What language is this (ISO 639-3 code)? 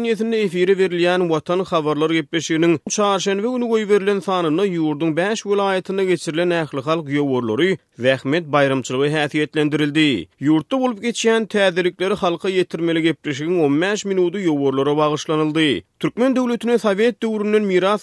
tuk